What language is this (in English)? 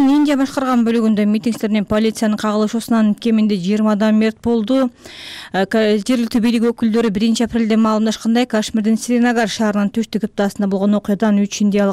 Kyrgyz